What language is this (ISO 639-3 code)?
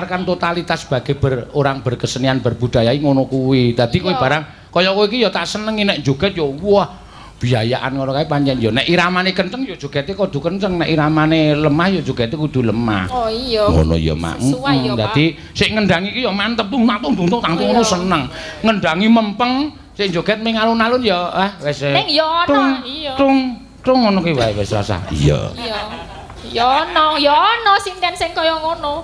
jav